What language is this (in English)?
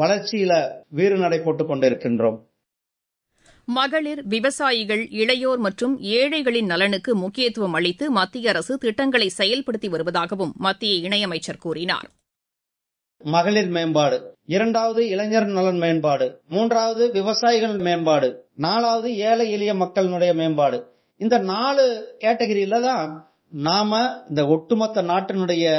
Tamil